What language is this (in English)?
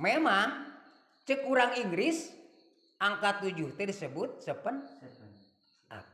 Sundanese